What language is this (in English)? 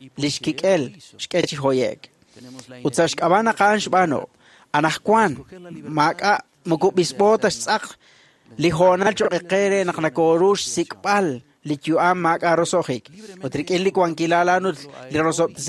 Kekchí